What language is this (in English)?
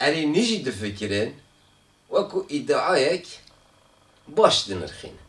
Kurdish